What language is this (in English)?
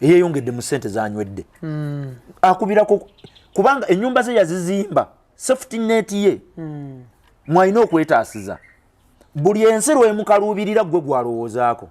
Ganda